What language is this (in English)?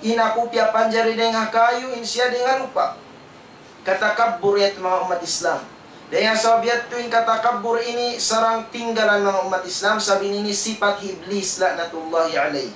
Tausug